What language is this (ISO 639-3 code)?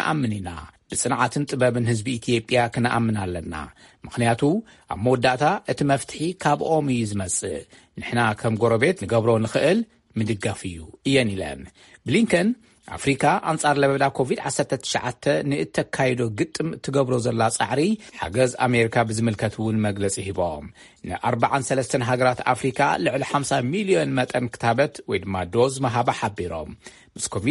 tir